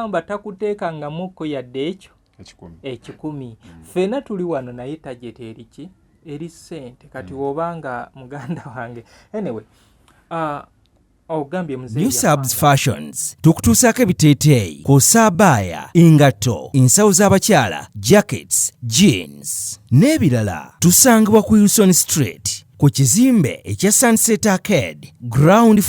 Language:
Ganda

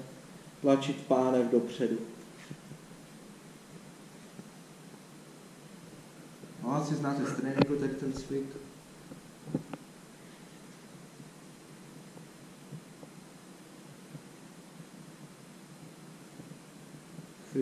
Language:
Czech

